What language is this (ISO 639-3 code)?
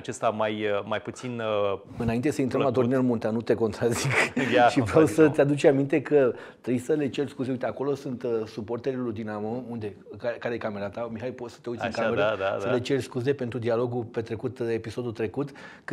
ron